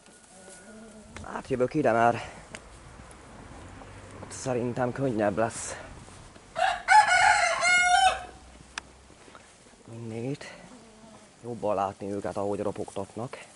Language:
Hungarian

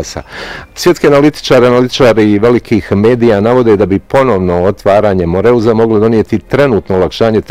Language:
Bosnian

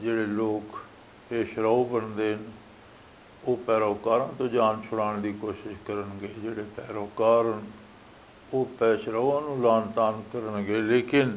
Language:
Western Panjabi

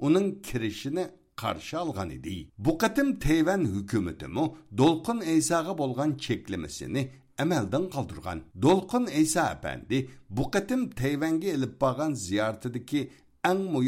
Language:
Uyghur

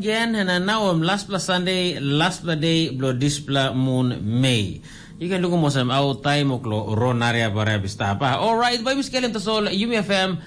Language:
Tok Pisin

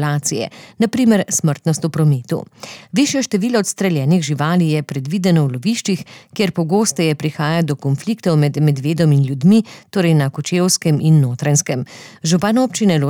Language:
Slovenian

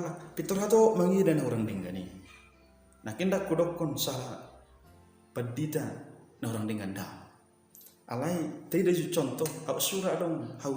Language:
Batak Toba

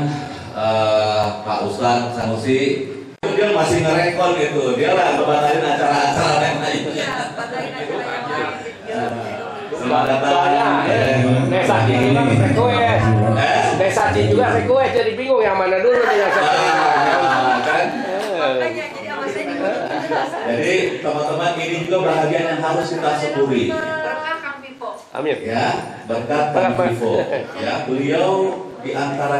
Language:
Indonesian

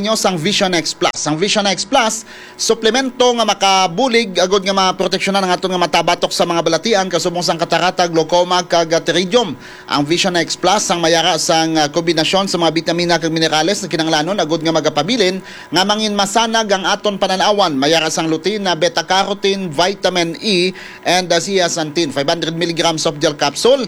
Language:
Hiligaynon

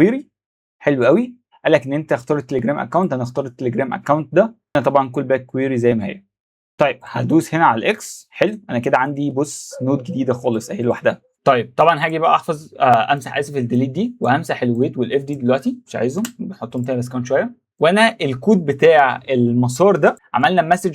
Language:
Egyptian Arabic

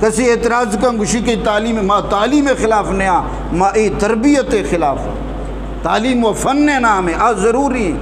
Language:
Eastern Balochi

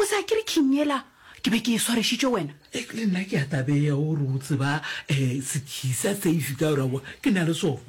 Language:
Northern Sotho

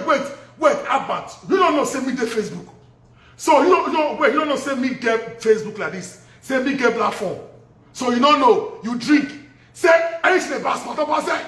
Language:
Nigerian Pidgin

